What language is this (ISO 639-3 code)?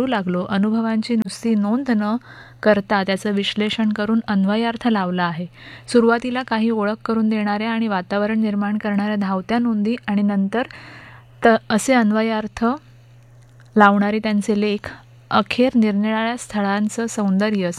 mar